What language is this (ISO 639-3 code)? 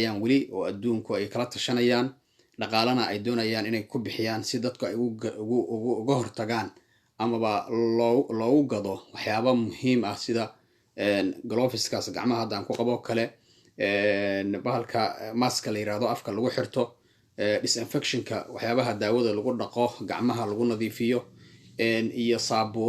som